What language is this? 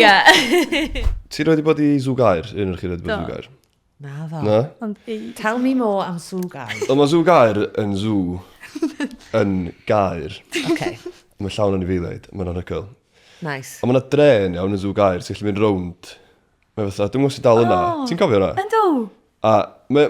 Welsh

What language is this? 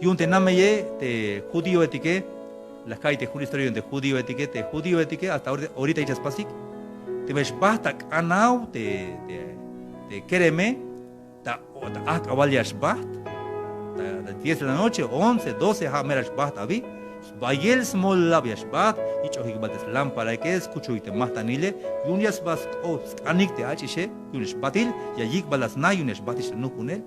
Tzeltal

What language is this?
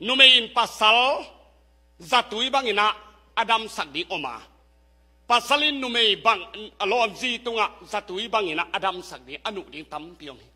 Tedim Chin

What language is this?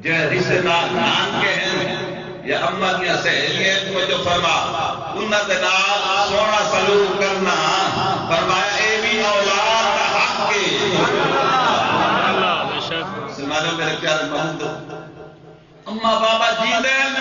Saraiki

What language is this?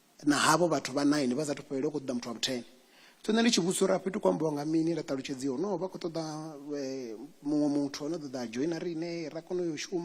Venda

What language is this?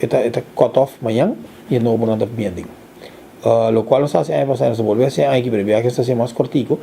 Papiamento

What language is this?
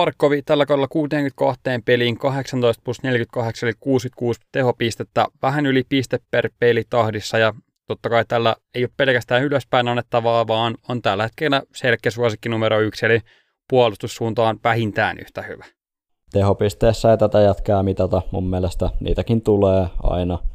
Finnish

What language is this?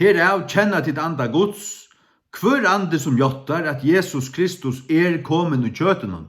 Faroese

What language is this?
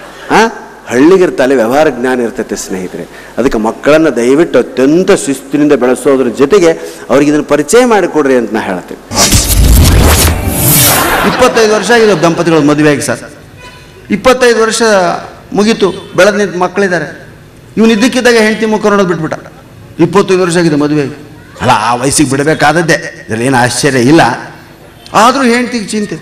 Kannada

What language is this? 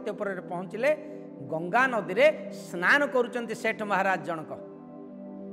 Odia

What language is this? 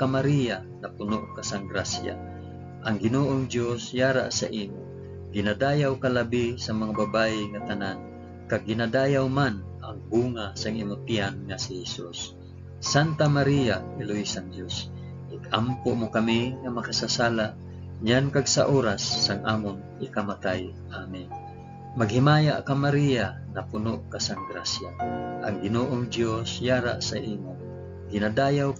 Hiligaynon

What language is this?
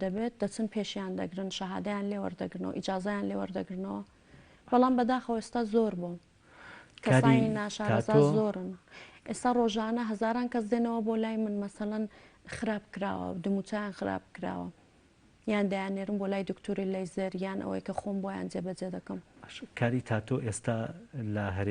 Central Kurdish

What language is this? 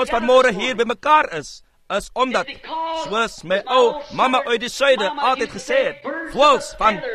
Afrikaans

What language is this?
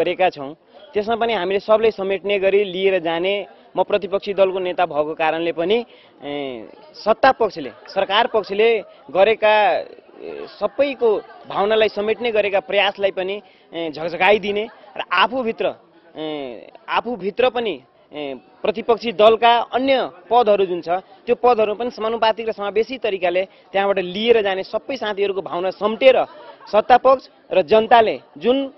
Nepali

